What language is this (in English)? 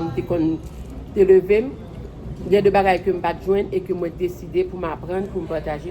Haitian Creole